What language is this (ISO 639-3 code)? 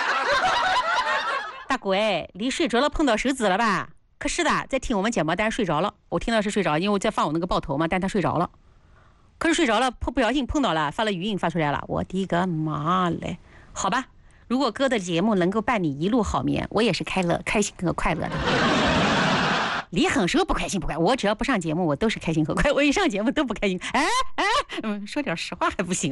zho